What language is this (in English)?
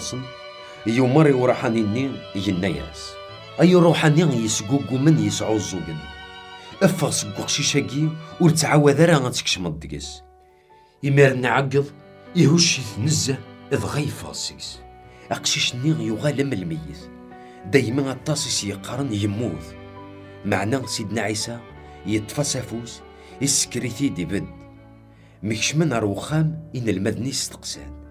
Kabyle